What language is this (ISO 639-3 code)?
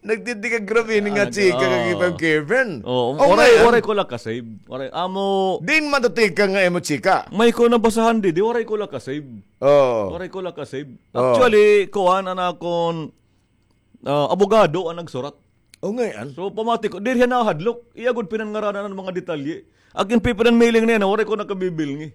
war